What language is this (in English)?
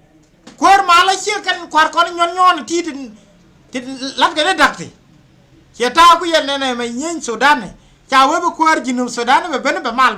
Nuer